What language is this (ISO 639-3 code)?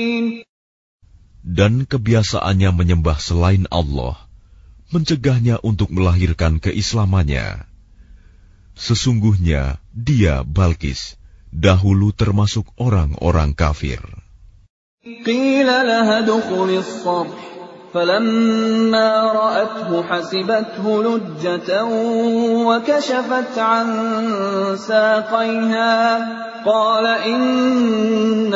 ind